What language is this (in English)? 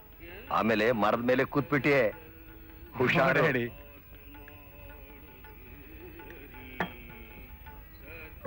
Kannada